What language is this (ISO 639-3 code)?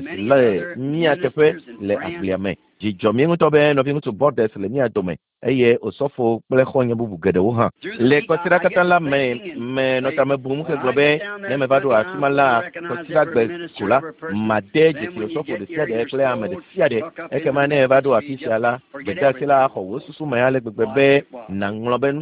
ewe